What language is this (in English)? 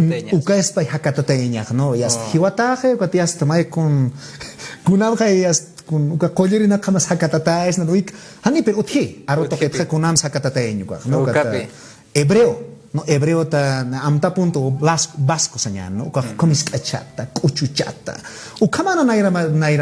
Aymara